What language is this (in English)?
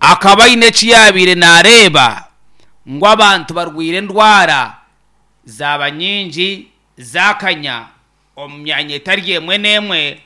Nyankole